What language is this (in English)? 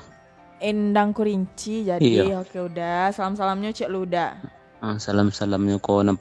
Minangkabau